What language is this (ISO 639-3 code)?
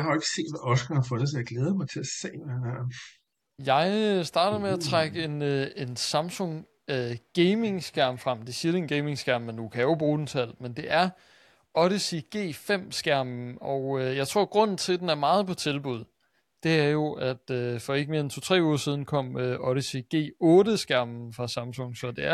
dan